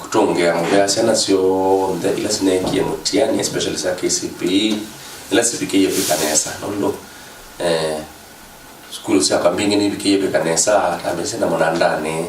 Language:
Kamba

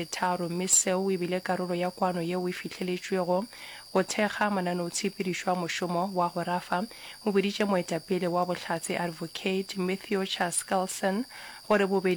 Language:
Northern Sotho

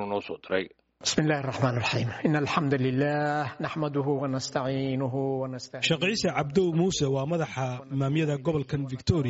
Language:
Somali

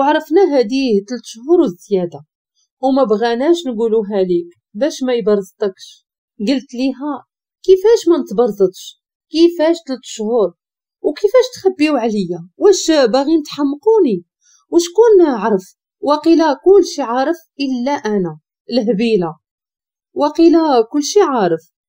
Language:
Moroccan Arabic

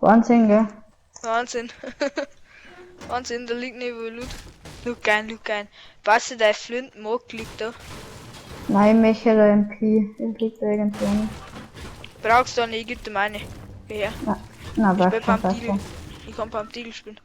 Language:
Bavarian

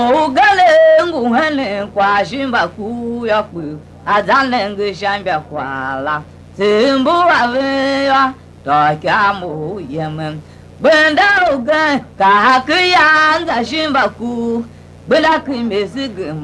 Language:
Tiv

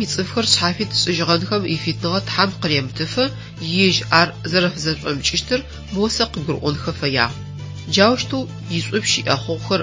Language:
Adyghe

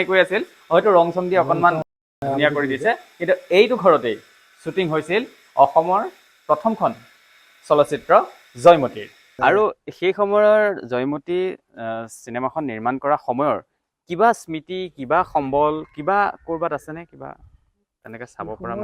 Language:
Assamese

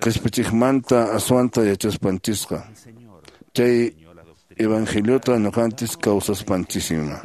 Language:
Quechua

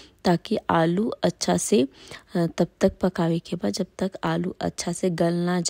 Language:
Bhojpuri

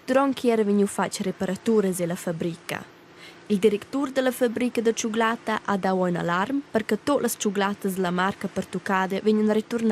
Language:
Romansh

